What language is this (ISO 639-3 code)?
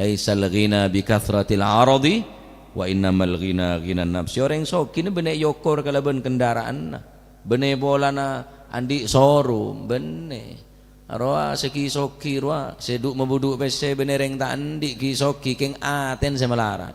mad